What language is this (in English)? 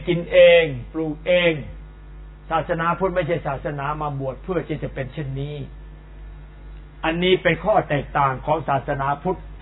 Thai